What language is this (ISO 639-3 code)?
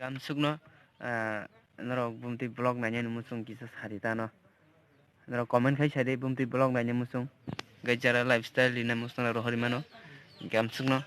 trp